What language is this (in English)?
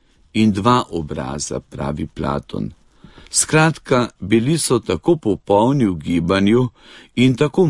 Slovenian